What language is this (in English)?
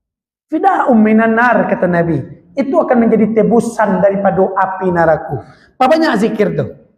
Minangkabau